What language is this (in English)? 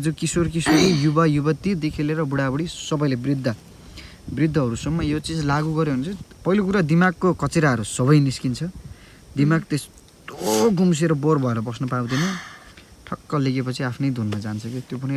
Nepali